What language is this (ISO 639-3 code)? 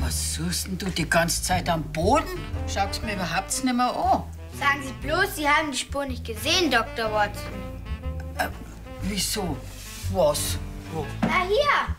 bar